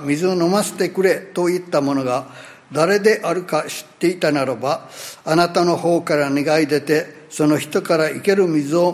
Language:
Japanese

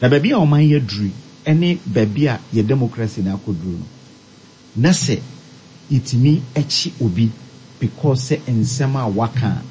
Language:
Akan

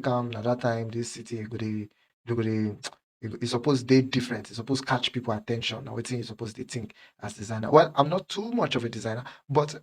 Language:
Nigerian Pidgin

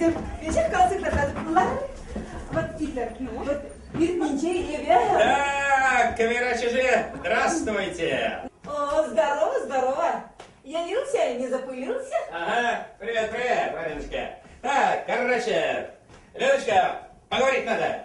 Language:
Chuvash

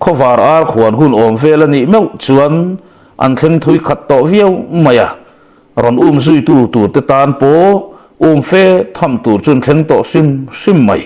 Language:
Mizo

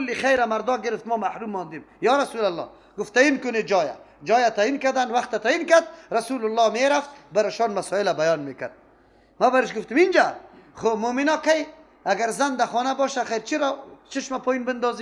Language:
Persian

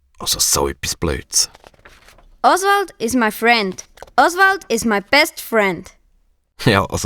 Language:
Swiss German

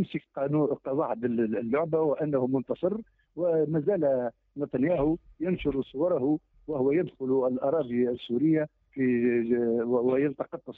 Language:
Tunisian Arabic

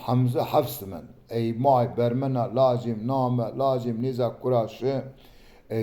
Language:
Zaza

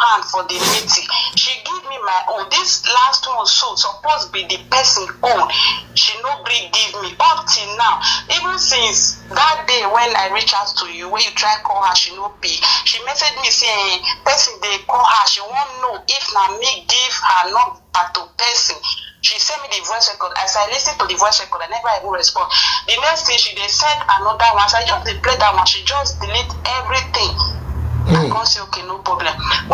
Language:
Nigerian Pidgin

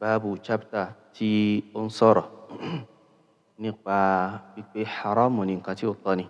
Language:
Yoruba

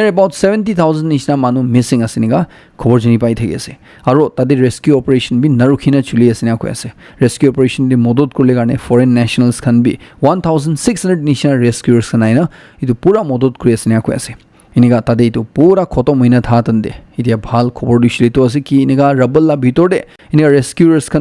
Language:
Naga Pidgin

